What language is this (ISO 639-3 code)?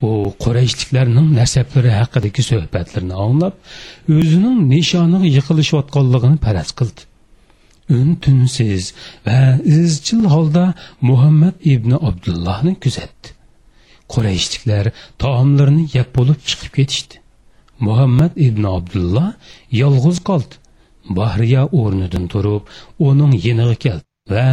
uig